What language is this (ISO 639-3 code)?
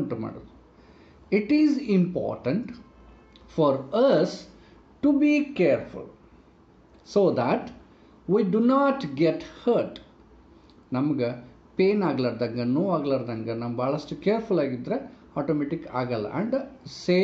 kan